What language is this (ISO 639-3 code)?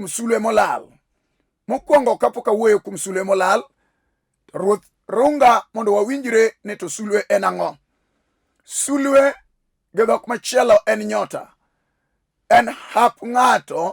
luo